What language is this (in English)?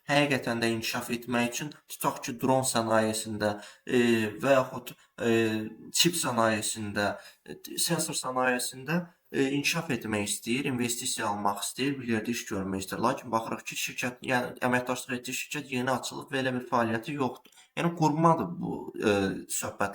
Azerbaijani